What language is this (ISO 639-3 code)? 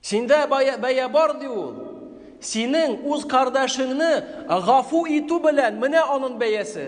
tat